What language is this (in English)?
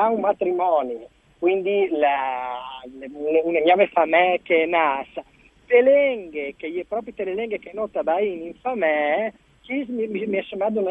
Friulian